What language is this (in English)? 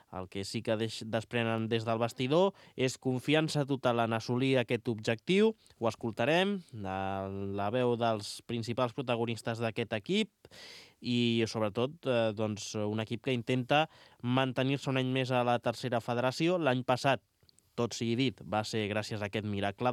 Catalan